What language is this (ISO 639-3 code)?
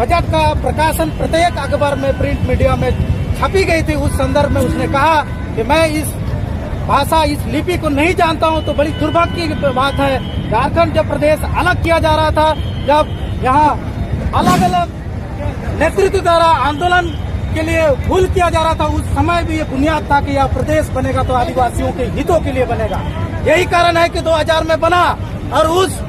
sat